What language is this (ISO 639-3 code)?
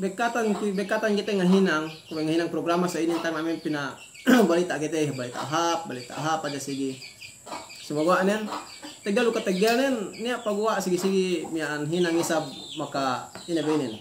yka